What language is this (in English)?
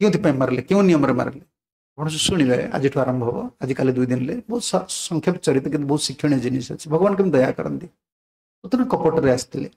Odia